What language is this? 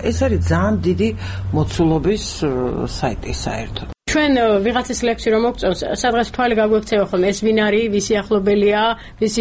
Georgian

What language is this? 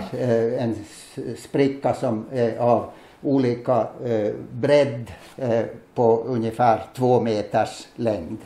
Swedish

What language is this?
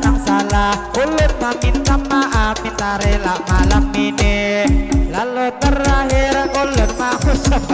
Banjar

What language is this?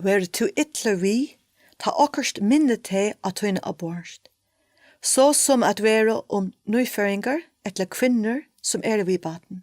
Faroese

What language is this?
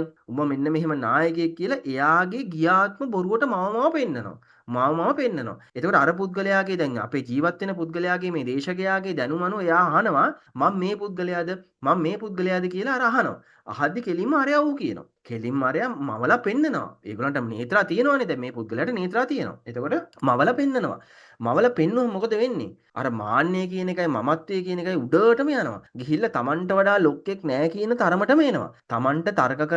Sinhala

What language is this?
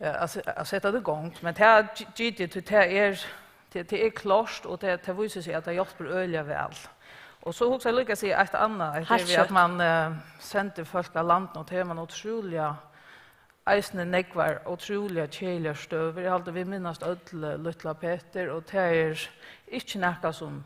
Faroese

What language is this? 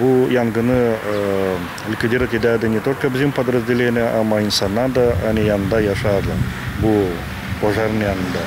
Gagauz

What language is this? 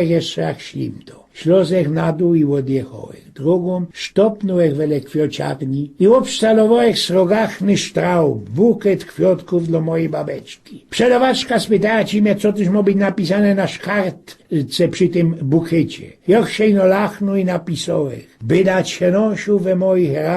Silesian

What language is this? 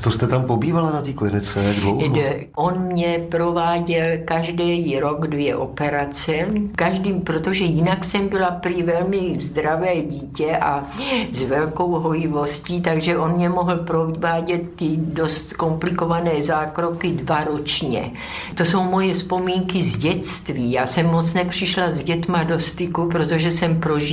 Czech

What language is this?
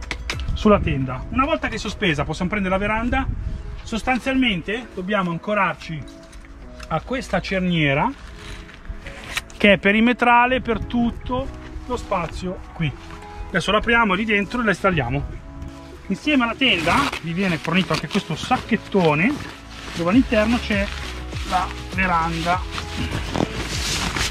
Italian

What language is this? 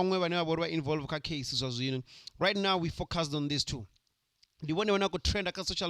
Venda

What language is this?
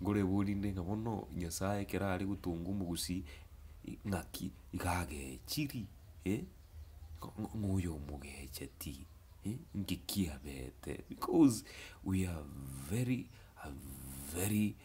Gusii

